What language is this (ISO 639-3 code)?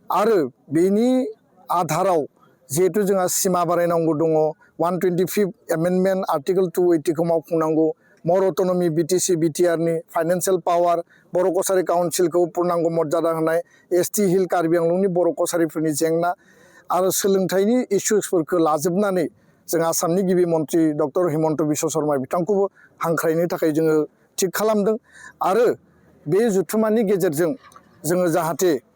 brx